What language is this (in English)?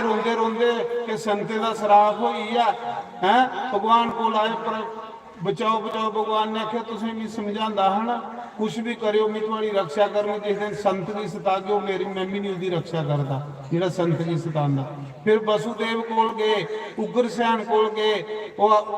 Dogri